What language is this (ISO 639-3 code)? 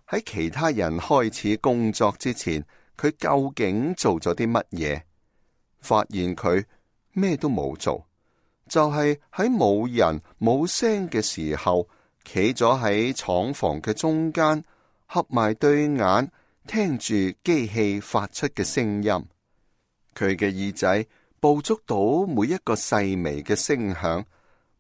yue